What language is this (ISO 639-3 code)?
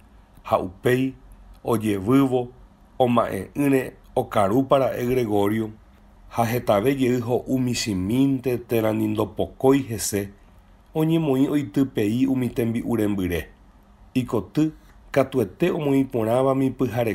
grn